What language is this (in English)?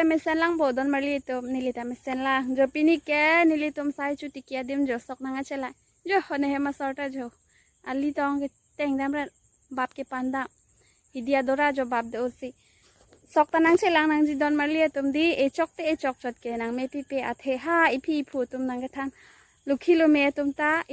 Karbi